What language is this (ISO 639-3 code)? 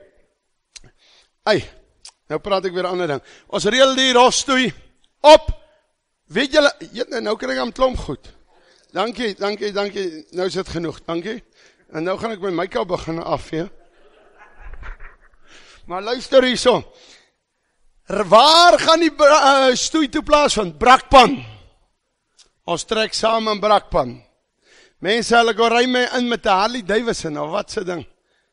afr